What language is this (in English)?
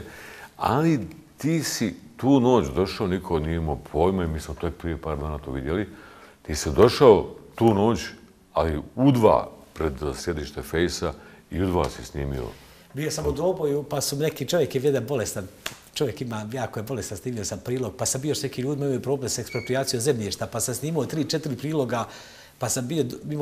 Bosnian